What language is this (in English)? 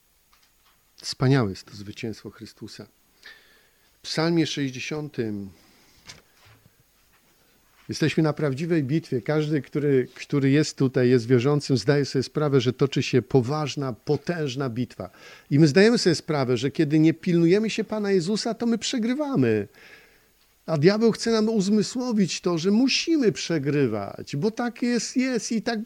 Polish